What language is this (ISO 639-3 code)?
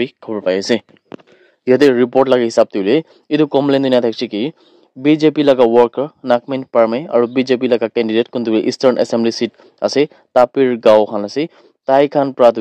nag